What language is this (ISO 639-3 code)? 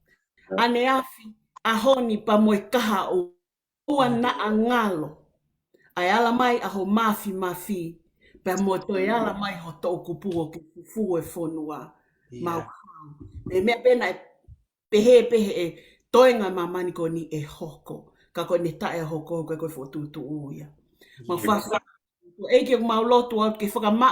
ton